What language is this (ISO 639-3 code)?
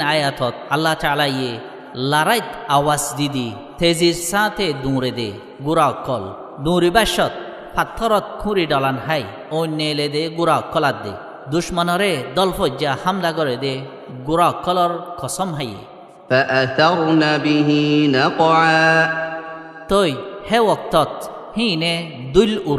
rhg